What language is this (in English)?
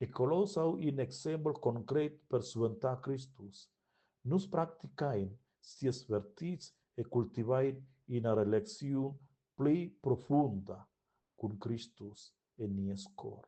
Romansh